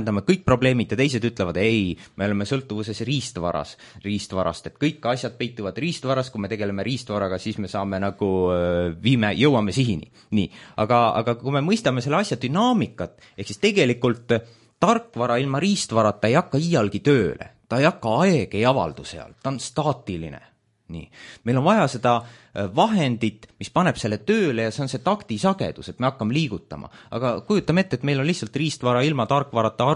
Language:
Estonian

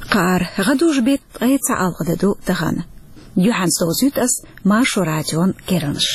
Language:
Chechen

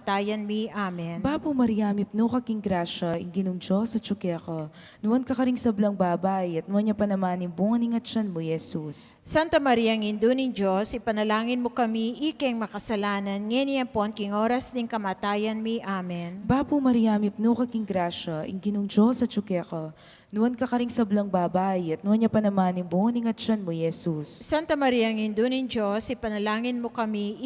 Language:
Pampanga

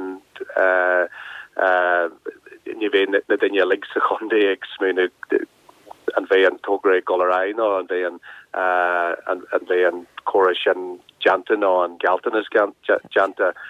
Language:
Irish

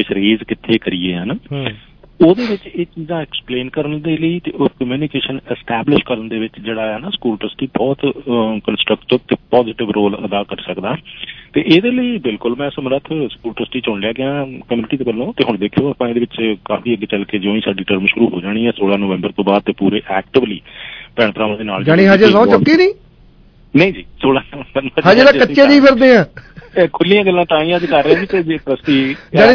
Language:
Punjabi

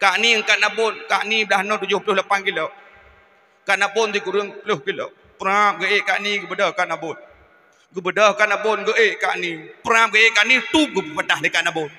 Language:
Achinese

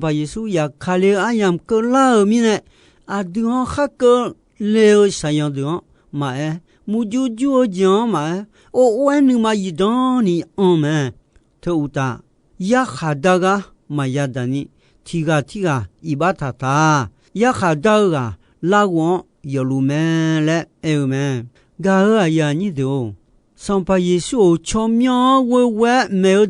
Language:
Akha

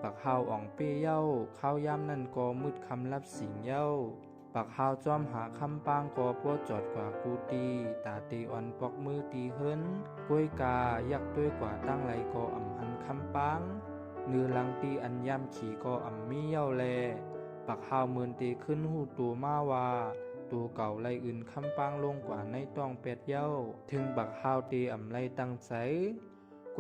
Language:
Shan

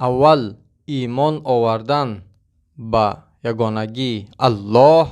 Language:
Tajik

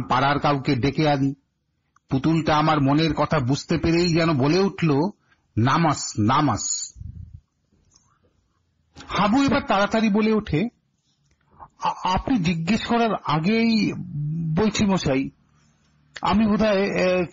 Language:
Bangla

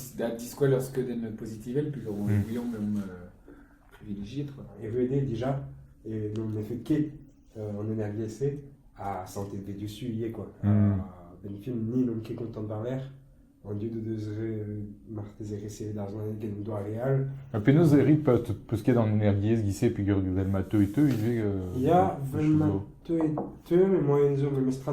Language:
Breton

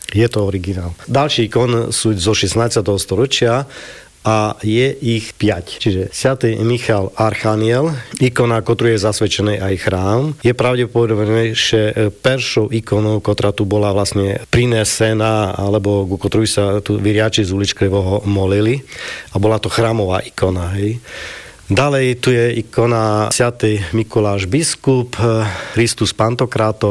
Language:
Slovak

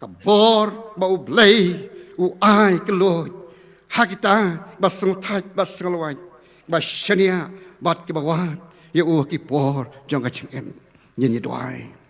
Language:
Khasi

